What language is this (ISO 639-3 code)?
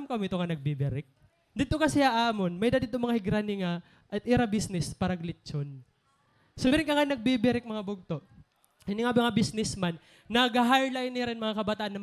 war